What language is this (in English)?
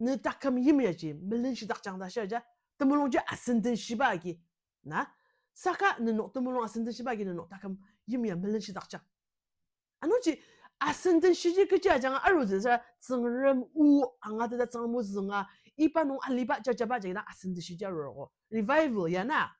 Ao Naga